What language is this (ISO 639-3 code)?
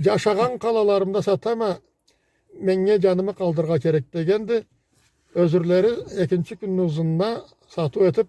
krc